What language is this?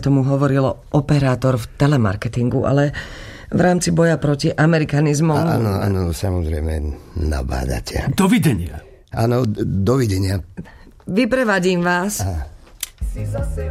Slovak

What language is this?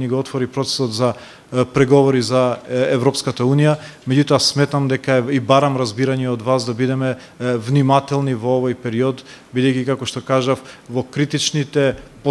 Macedonian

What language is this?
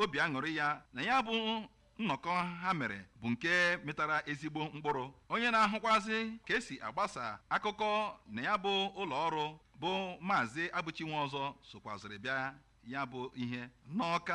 Igbo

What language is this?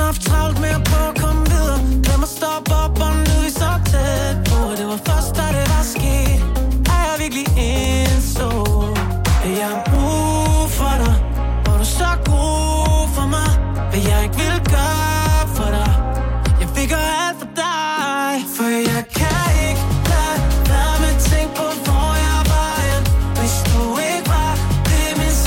Danish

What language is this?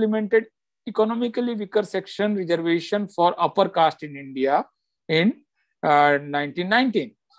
English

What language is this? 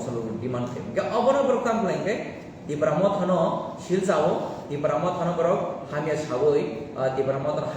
Kok Borok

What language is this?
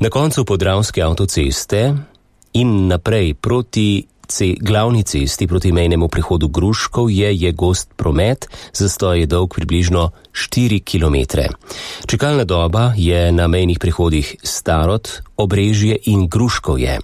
Slovenian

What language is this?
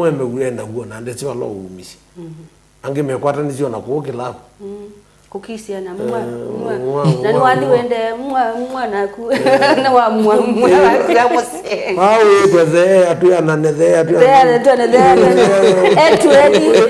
Kamba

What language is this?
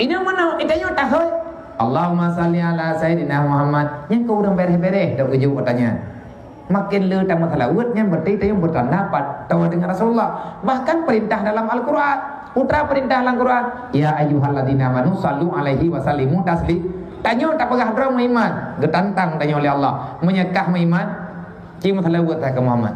Achinese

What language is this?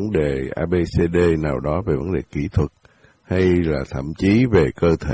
Vietnamese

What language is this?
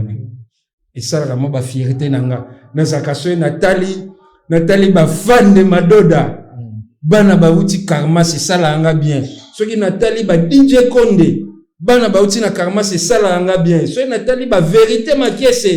Lingala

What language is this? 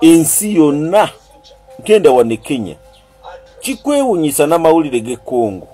Ganda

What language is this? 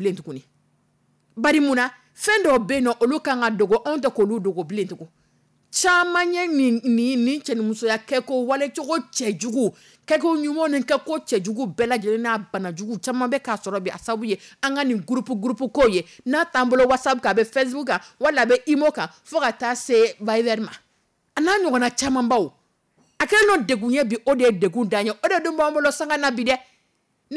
Dyula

